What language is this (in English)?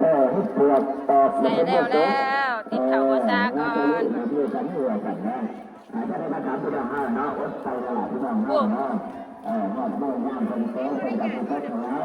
Northeastern Thai